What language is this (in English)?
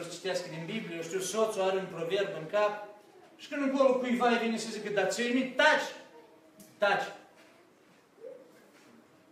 Romanian